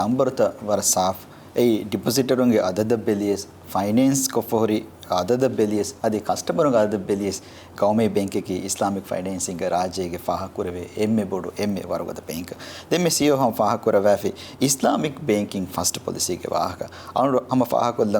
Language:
Divehi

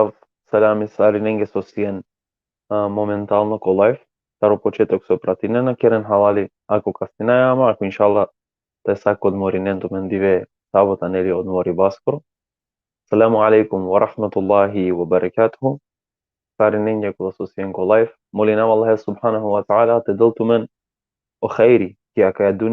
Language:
Balkan Romani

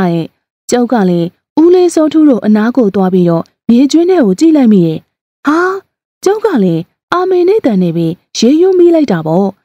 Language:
Burmese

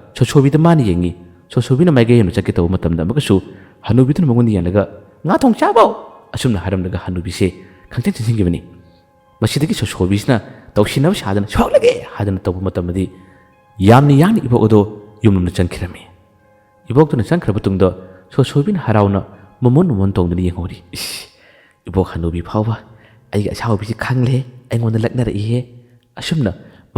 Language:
Manipuri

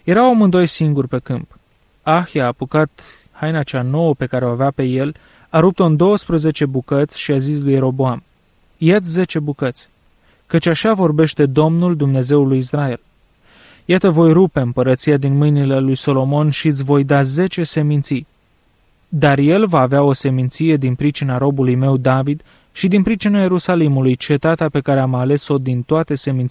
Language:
Romanian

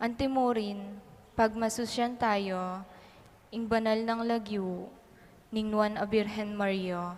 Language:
Pampanga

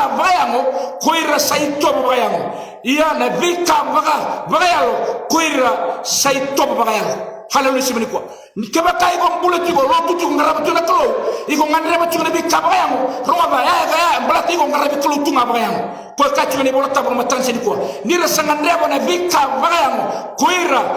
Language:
Fijian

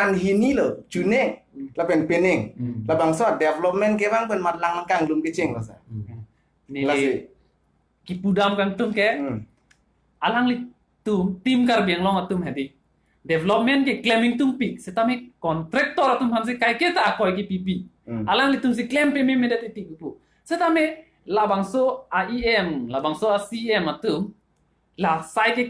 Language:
Karbi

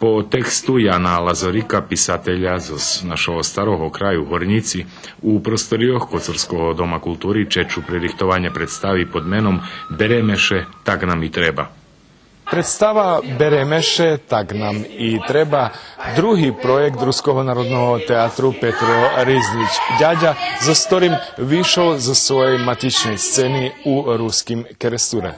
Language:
Rusyn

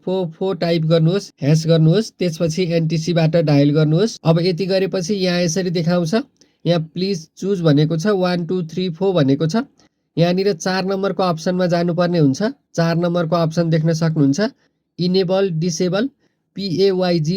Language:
Nepali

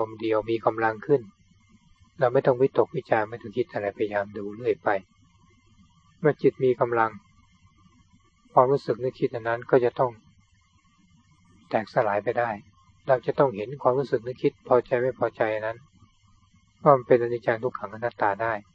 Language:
Thai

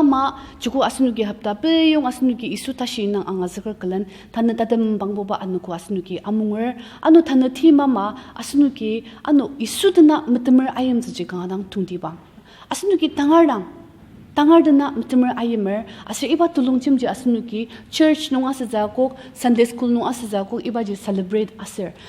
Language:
Ao Naga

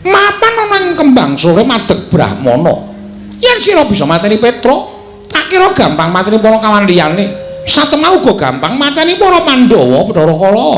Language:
Javanese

